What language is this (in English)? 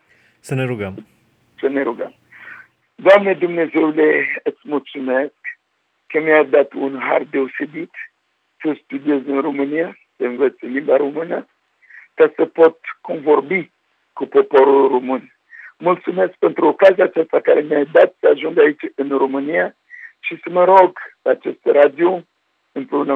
Romanian